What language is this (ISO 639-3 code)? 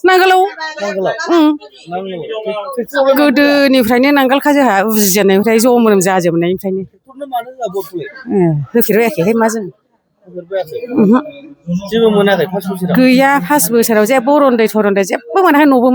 brx